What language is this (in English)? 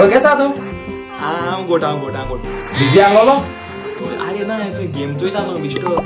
Konkani